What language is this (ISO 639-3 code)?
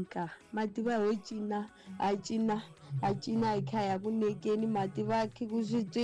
tso